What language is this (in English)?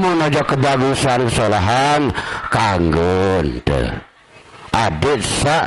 Sasak